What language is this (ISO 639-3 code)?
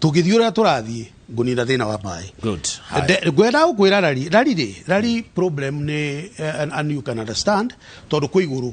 kik